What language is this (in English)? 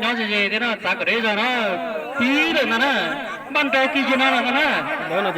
Hmong